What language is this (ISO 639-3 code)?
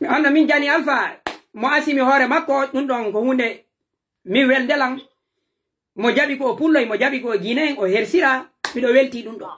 fuf